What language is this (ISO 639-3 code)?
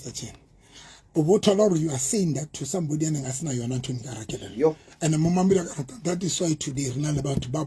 sot